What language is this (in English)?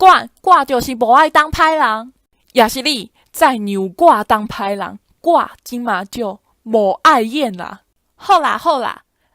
Min Nan Chinese